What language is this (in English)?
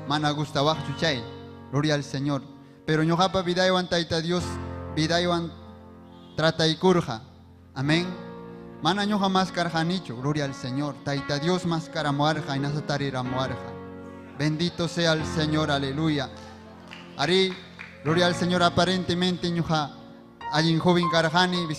Ayacucho Quechua